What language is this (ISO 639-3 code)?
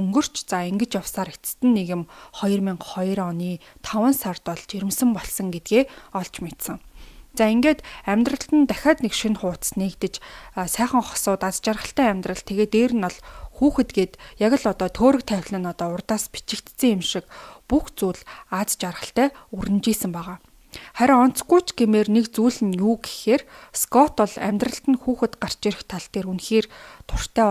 mon